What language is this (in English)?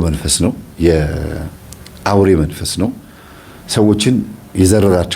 Amharic